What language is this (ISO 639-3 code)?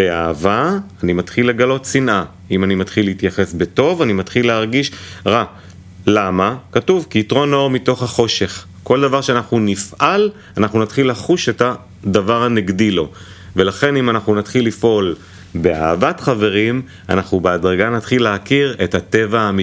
heb